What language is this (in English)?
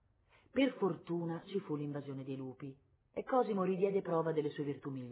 Italian